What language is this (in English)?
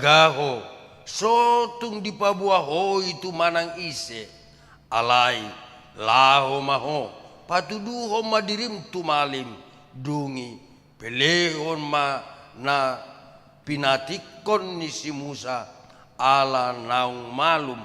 Batak Toba